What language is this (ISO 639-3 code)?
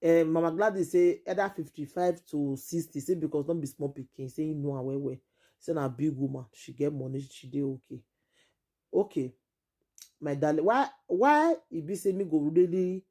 pcm